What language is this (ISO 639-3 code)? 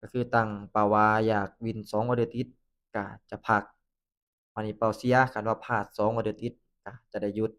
lao